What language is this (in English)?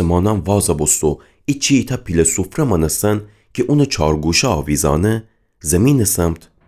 Gilaki